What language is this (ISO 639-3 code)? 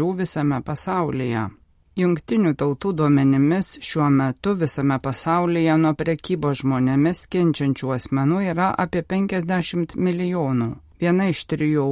lit